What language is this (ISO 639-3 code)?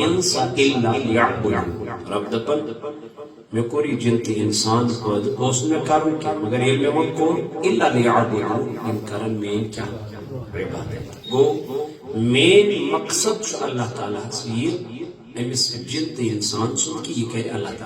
kas